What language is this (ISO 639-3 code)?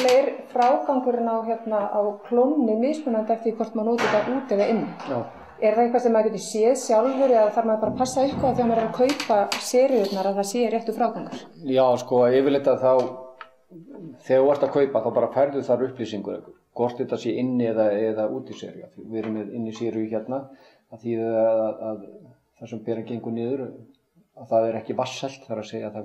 isl